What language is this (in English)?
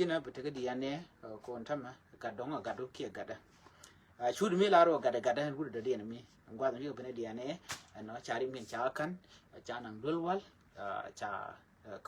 Nuer